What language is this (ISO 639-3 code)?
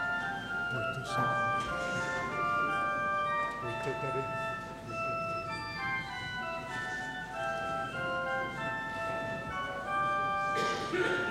ces